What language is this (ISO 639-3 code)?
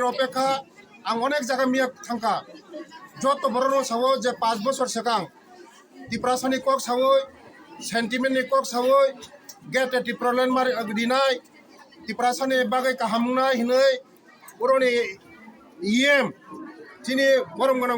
ria